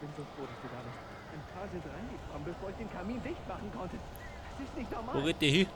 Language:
Bavarian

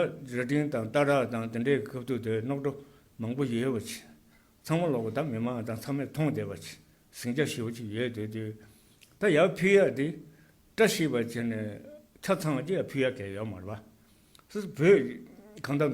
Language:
Tibetan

